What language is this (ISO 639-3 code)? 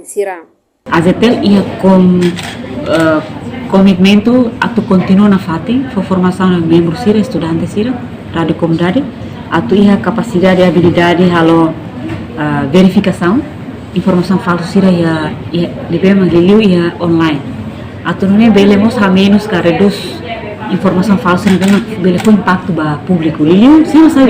tet